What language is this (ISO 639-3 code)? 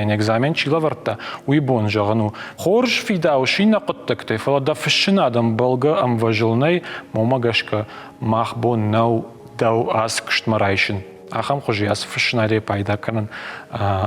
oss